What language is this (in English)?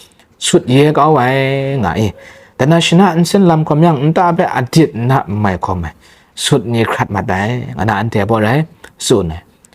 Kachin